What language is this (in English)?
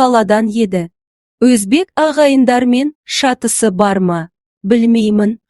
Kazakh